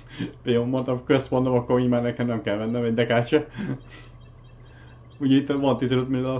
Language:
Hungarian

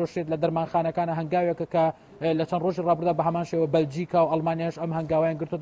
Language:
Central Kurdish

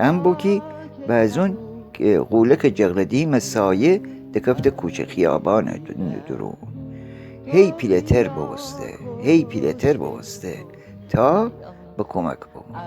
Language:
Gilaki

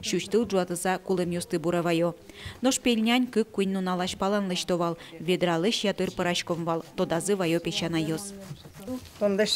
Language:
Udmurt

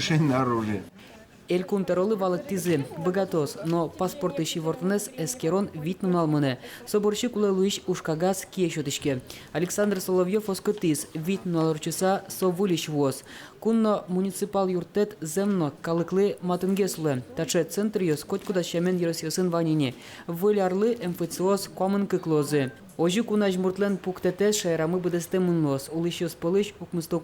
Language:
Udmurt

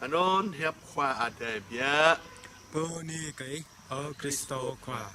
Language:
Jarai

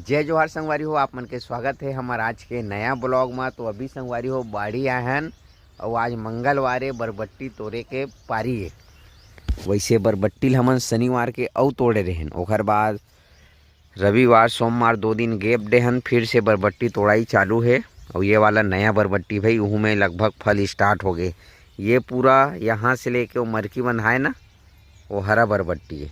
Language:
Chhattisgarhi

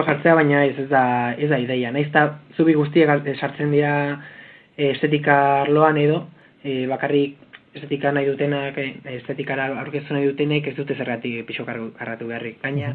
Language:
Basque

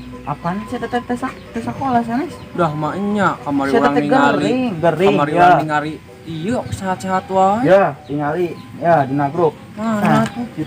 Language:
Sundanese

